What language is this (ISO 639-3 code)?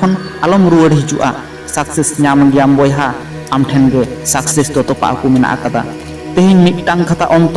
sat